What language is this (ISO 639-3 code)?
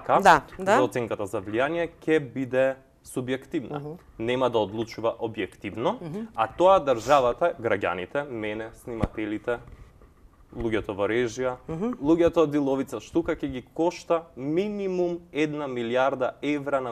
mkd